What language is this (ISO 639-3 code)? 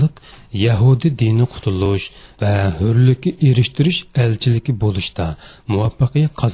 uig